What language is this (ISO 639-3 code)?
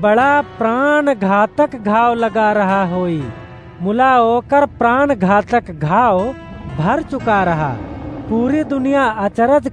awa